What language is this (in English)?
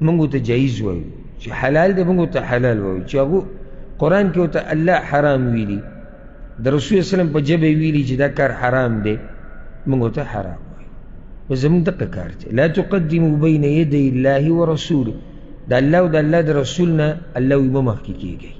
Pashto